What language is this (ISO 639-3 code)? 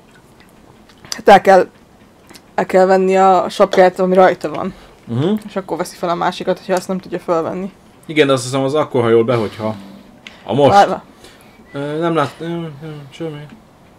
hun